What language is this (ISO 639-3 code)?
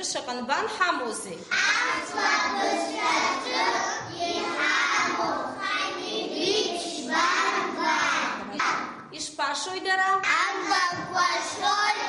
abk